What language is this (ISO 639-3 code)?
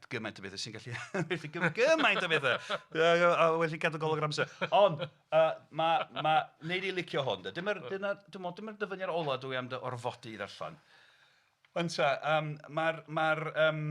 cym